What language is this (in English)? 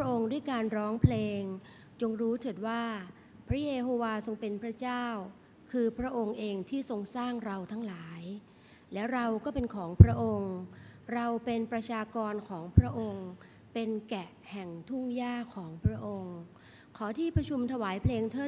Thai